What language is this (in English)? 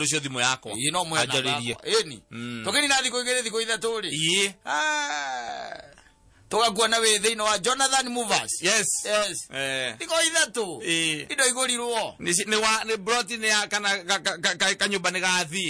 Kikuyu